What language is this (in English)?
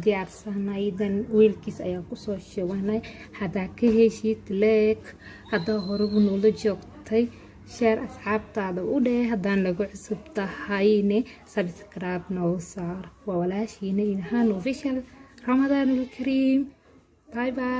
Somali